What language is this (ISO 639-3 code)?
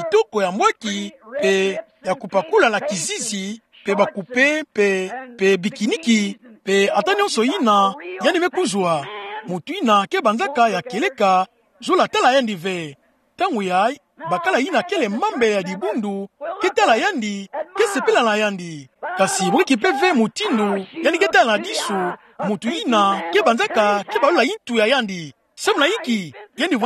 ktu